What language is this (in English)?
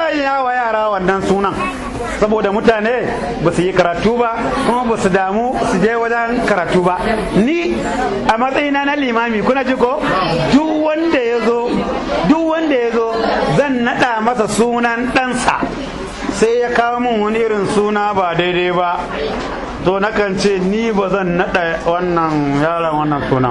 Hausa